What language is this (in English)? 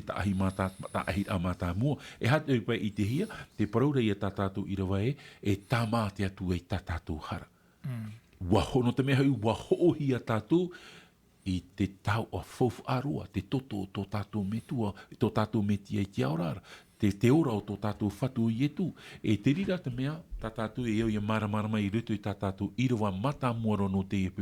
Tahitian